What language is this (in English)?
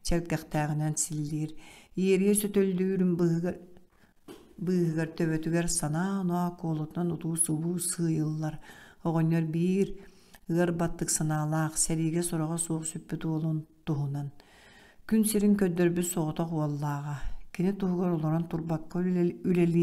Yakut